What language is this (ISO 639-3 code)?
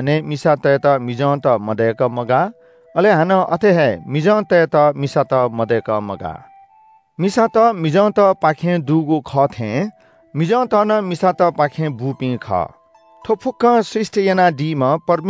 new